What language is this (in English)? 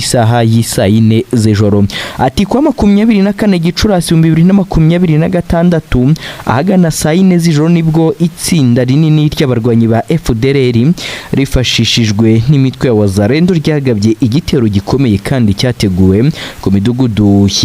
Kinyarwanda